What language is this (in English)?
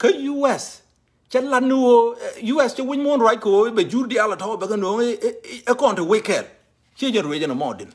Nuer